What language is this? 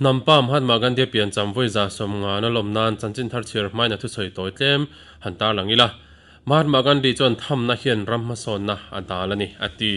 Mizo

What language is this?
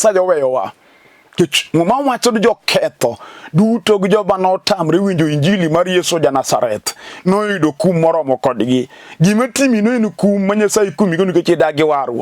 Luo (Kenya and Tanzania)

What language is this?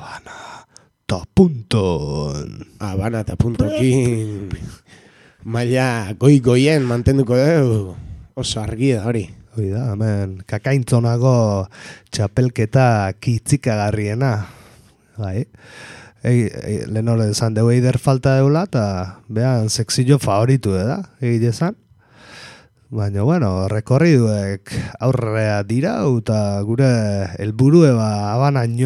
Basque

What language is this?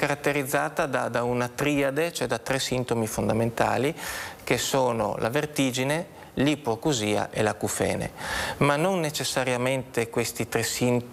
Italian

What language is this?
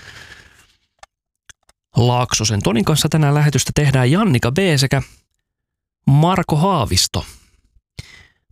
Finnish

